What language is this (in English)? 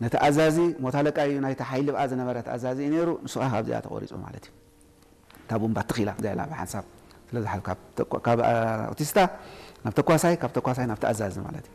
Tigrinya